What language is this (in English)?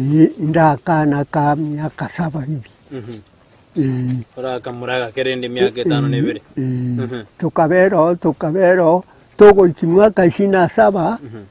Gusii